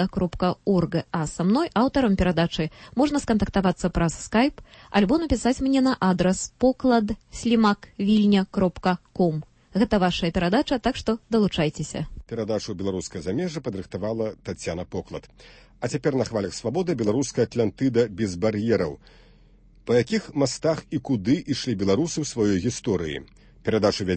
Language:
Belarusian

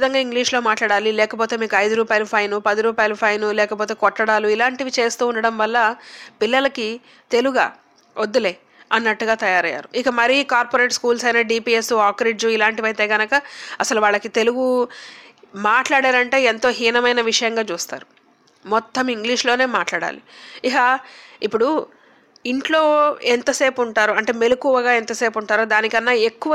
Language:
Telugu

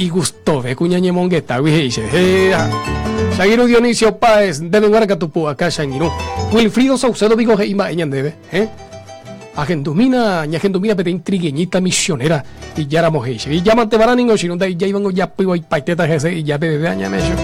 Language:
Guarani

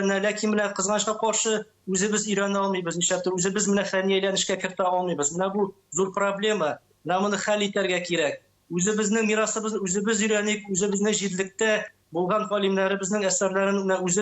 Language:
Tatar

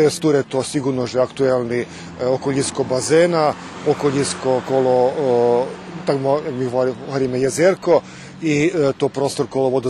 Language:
Rusyn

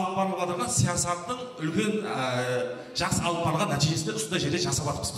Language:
Kara-Kalpak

